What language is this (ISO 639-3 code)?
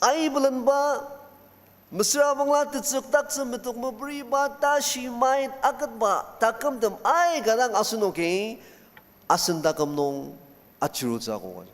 njo